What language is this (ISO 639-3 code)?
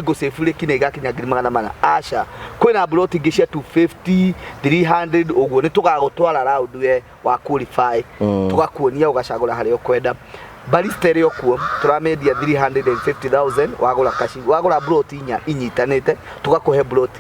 kik